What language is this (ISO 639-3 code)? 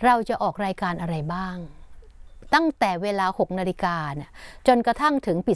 tha